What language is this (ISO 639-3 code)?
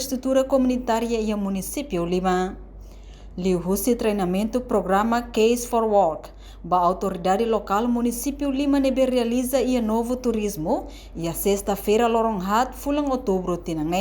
tet